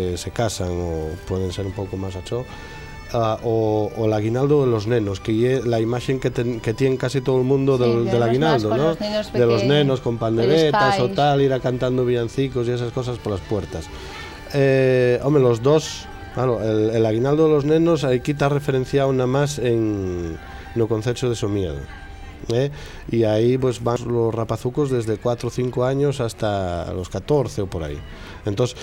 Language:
Asturian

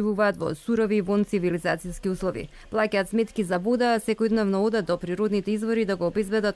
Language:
Macedonian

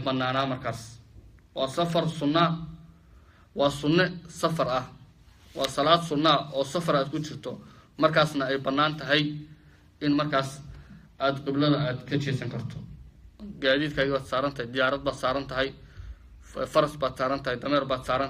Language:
Somali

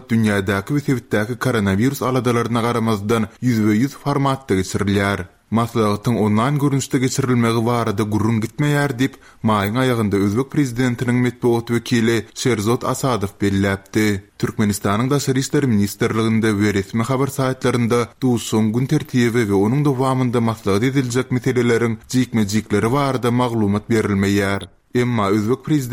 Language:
Turkmen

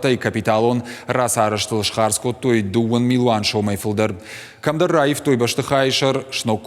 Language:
Ossetic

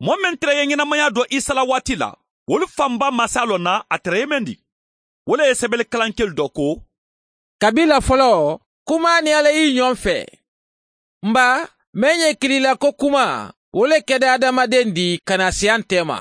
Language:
Mandingo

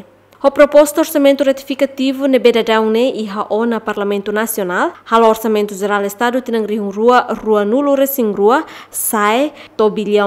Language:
Tetum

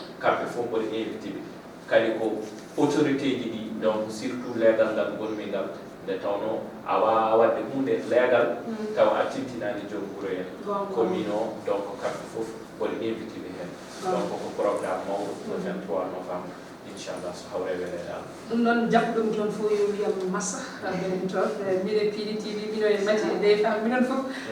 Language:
Fula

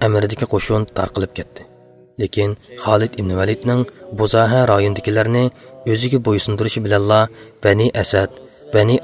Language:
Uyghur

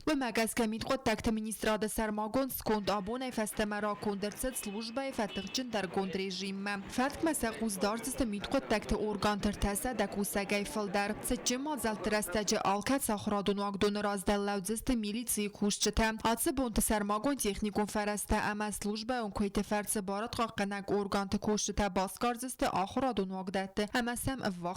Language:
Ossetic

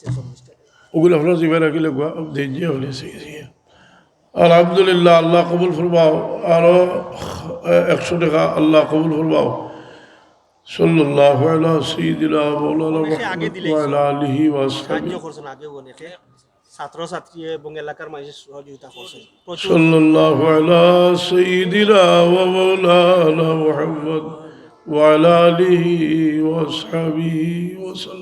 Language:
Sylheti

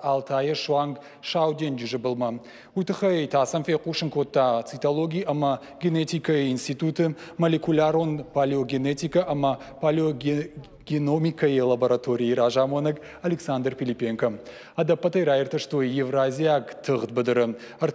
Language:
Ossetic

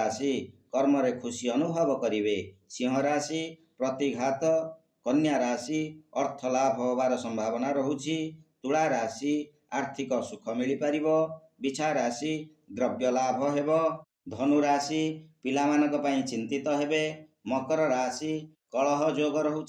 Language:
Odia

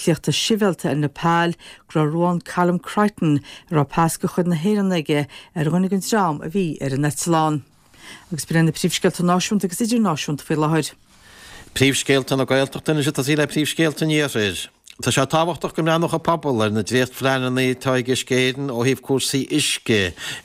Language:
Irish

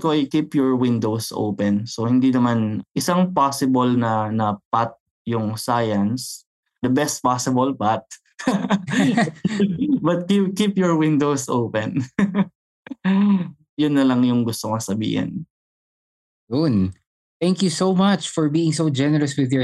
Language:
Filipino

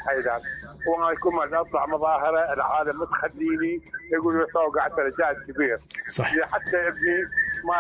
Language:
Mesopotamian Arabic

